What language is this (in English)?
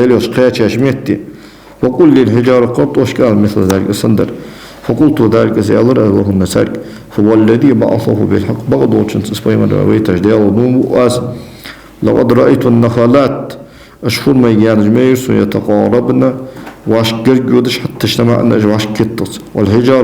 Ingush